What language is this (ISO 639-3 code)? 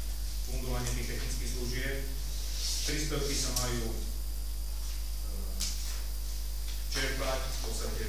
slk